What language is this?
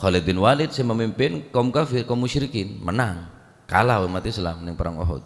Madurese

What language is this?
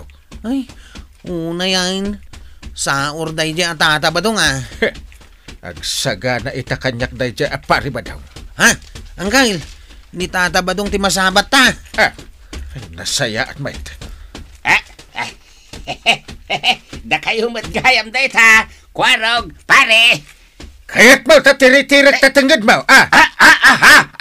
Iloko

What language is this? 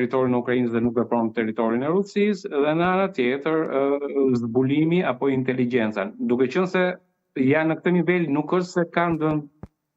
Albanian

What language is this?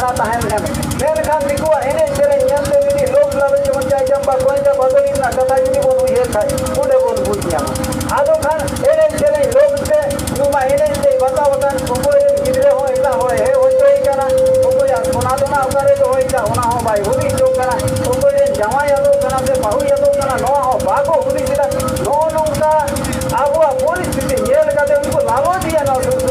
Santali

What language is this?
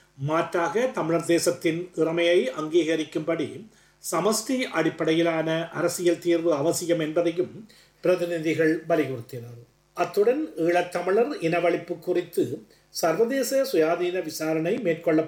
Tamil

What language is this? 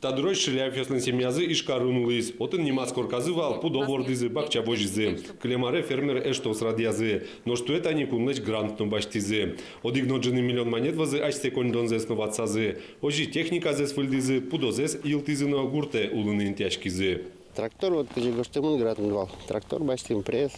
Udmurt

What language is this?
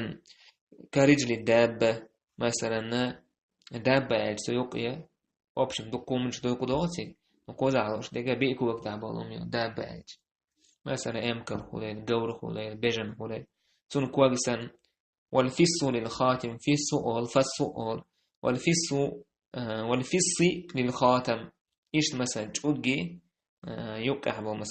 Chechen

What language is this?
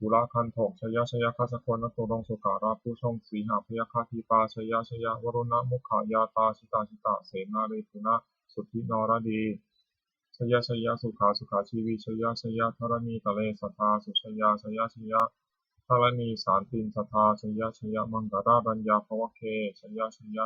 Pali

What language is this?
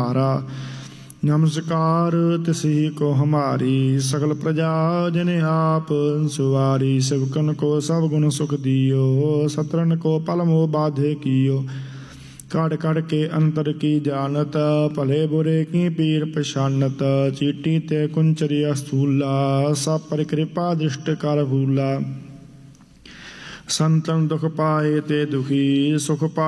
Punjabi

